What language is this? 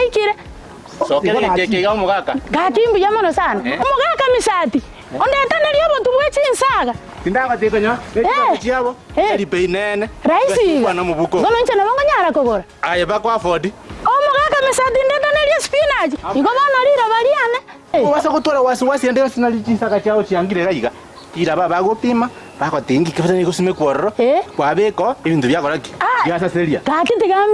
Gusii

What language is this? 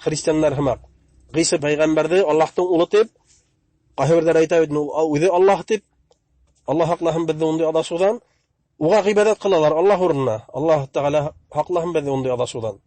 Bashkir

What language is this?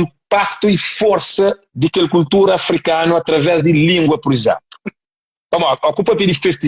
Kabuverdianu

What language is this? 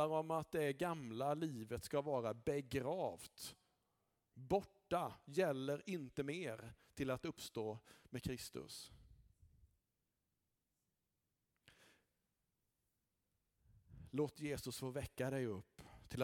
Swedish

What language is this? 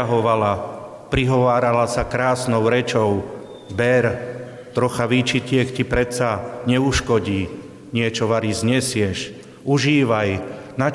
Slovak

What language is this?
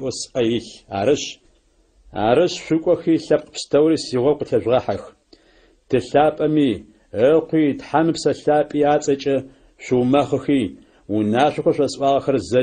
Adyghe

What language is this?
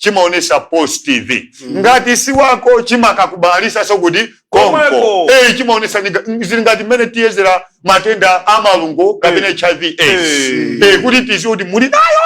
Nyanja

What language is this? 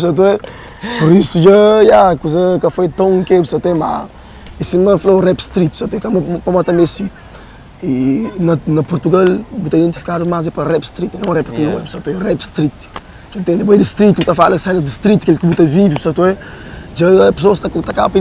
Kabuverdianu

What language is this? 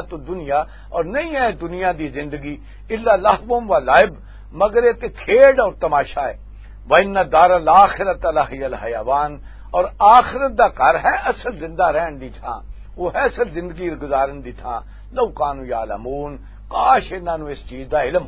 Western Panjabi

